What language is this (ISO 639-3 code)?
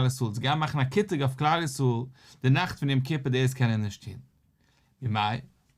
yid